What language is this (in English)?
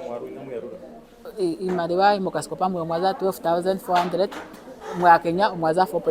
Ndonga